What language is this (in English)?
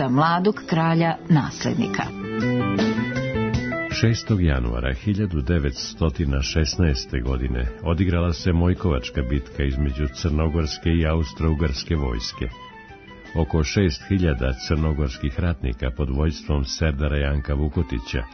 Serbian